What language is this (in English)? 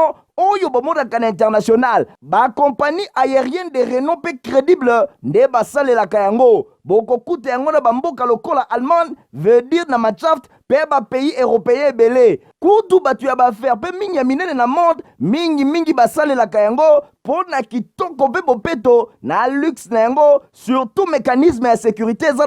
Lingala